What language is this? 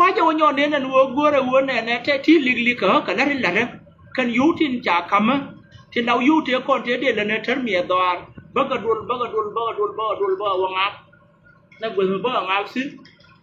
Nuer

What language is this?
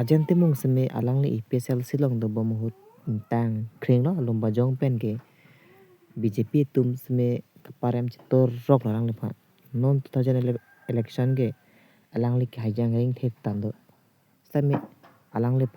Karbi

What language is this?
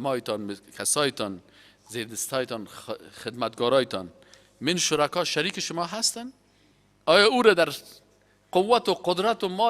Persian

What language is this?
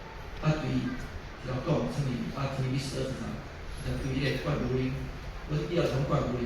Min Nan Chinese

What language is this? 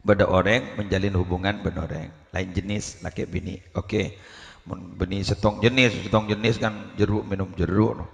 Madurese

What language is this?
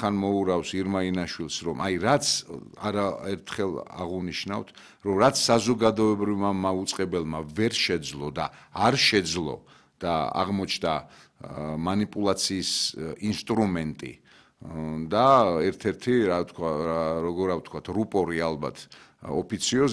Georgian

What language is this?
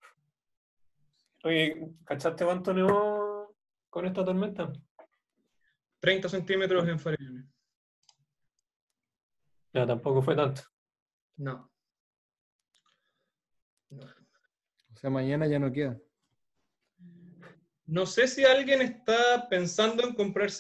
Spanish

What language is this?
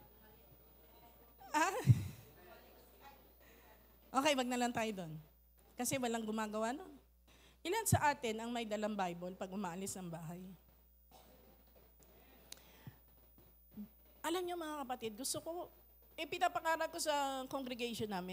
Filipino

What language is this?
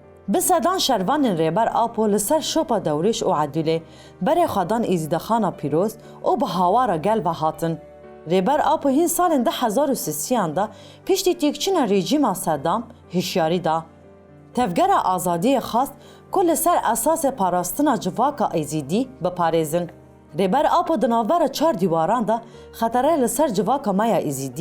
Kurdish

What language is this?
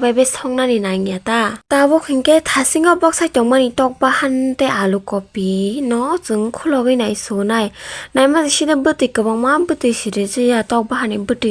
Kok Borok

